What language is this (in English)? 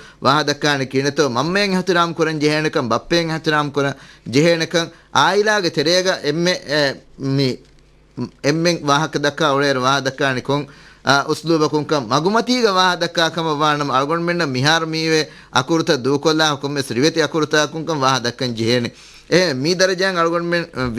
Divehi